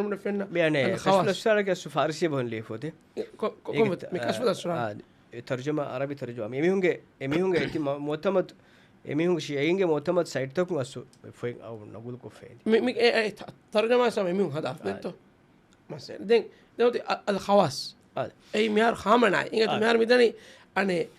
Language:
Divehi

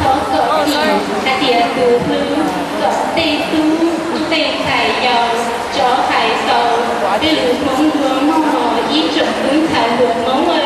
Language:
Hmong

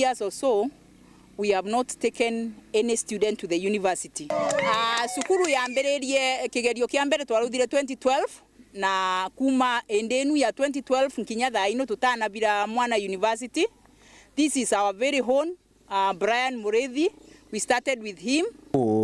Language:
Meru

